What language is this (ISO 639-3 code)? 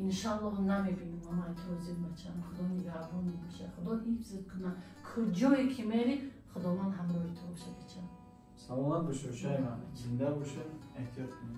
tgk